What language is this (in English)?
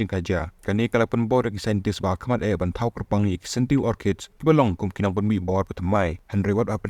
Khasi